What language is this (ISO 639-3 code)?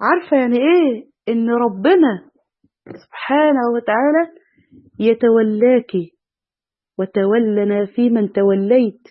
arz